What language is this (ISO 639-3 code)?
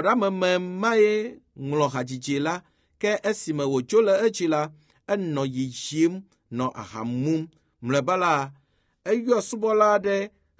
ewe